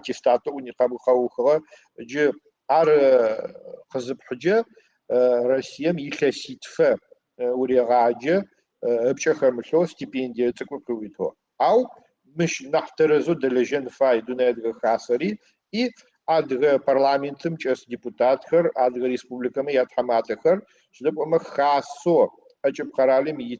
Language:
Adyghe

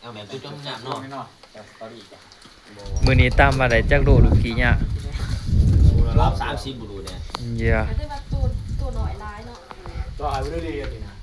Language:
Lao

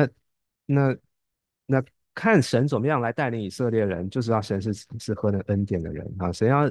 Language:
Chinese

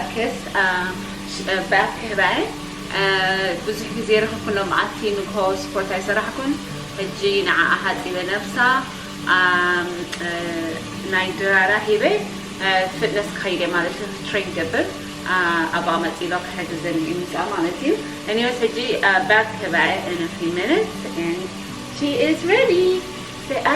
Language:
Tigrinya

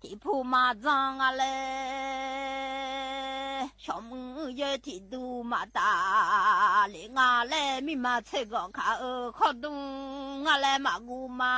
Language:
Akha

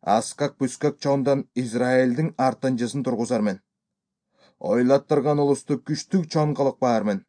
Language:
Kyrgyz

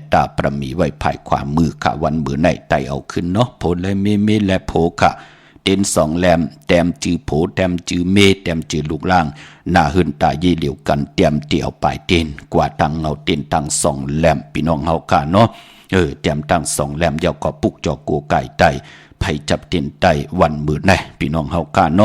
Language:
Shan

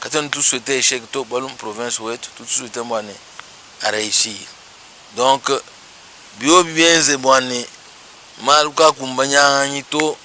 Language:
Luba-Lulua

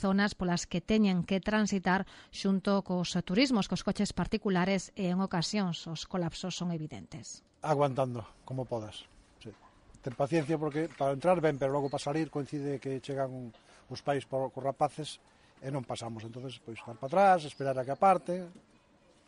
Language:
Galician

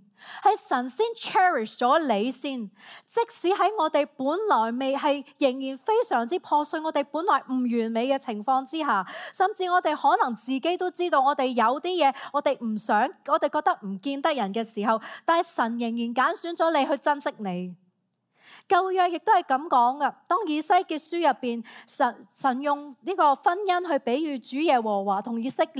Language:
Cantonese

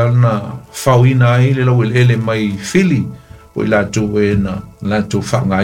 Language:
Samoan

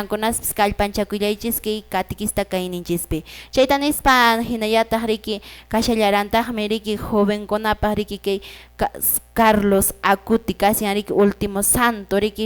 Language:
Quechua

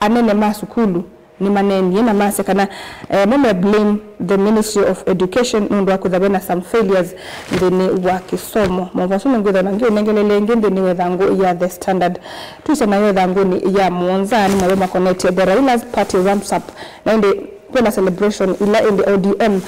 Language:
Kamba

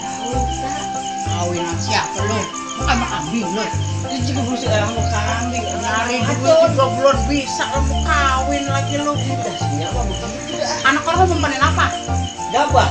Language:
Betawi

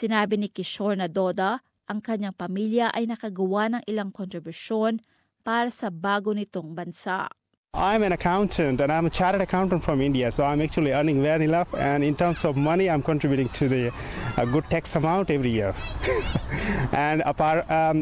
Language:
Filipino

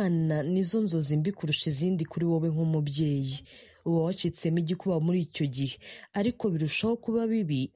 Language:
Kinyarwanda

